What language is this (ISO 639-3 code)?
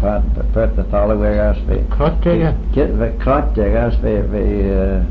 glv